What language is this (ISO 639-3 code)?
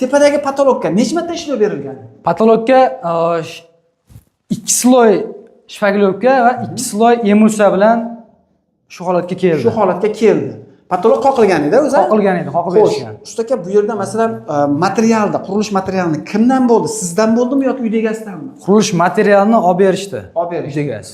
uzb